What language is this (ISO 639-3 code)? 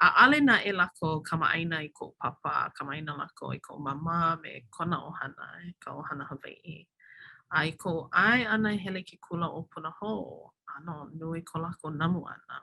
haw